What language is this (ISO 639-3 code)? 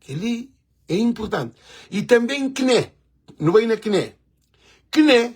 kea